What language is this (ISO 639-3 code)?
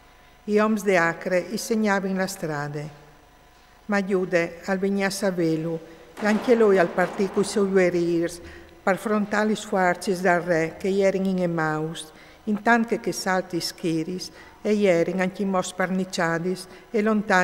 fur